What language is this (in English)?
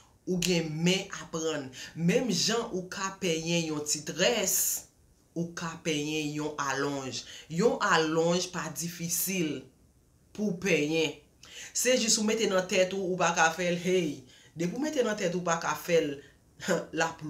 Haitian Creole